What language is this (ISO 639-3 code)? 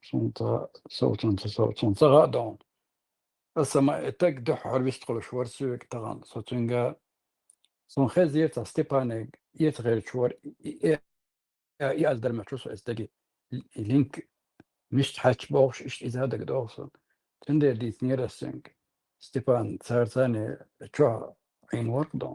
che